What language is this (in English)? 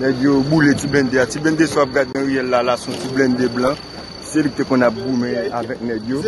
Haitian Creole